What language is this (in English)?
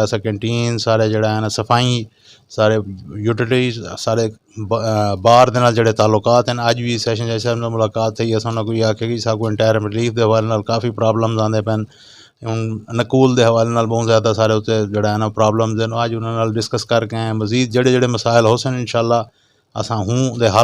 Saraiki